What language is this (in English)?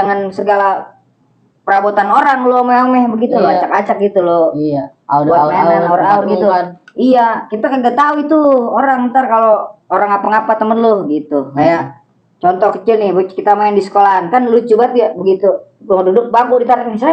Betawi